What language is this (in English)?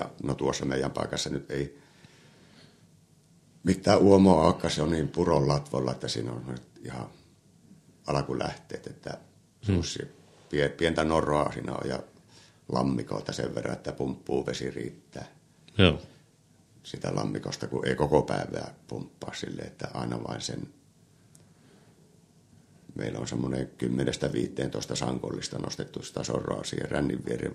Finnish